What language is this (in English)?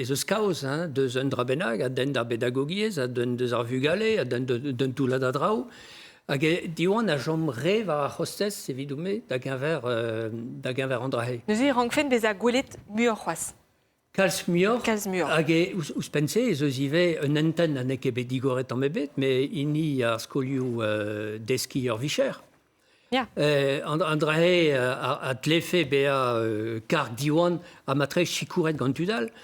Breton